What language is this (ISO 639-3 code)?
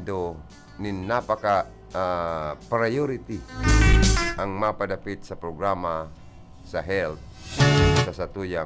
bik